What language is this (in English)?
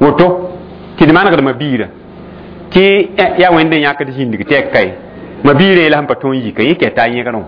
Mossi